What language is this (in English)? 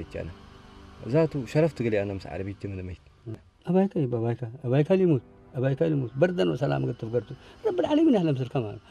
Tigrinya